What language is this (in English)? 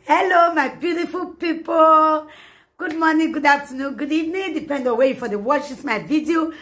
Nigerian Pidgin